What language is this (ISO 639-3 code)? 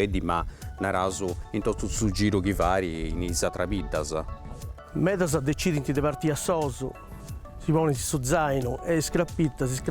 srd